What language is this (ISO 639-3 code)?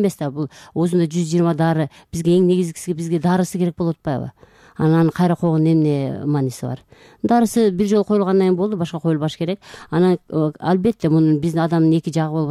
kir